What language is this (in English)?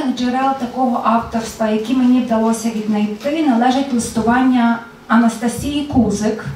Ukrainian